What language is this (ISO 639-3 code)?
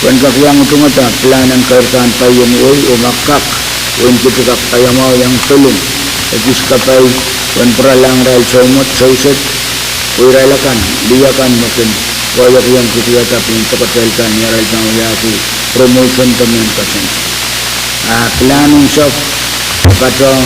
pon